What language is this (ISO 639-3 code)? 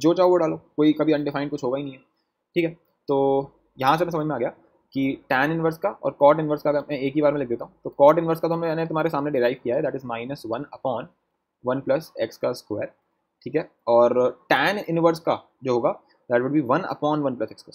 hin